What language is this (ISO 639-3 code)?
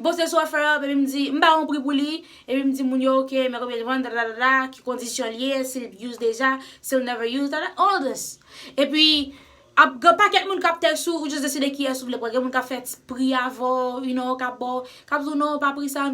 hat